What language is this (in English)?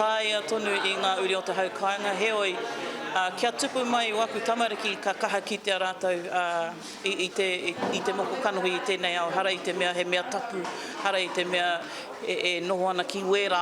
Māori